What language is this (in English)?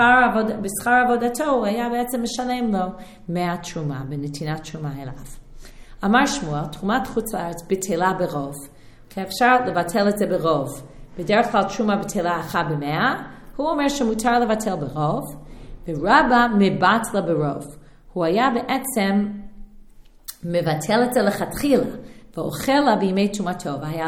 Hebrew